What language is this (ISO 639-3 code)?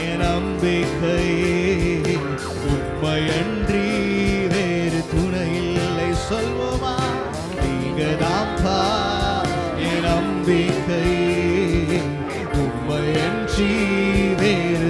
tam